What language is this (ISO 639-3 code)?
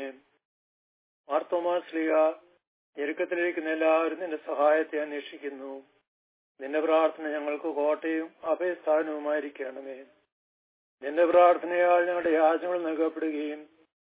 mal